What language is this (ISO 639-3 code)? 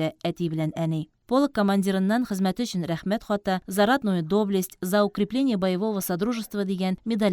tat